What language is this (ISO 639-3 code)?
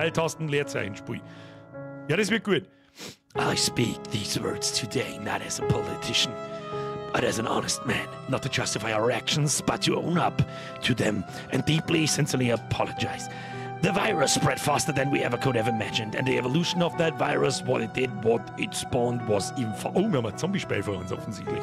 bar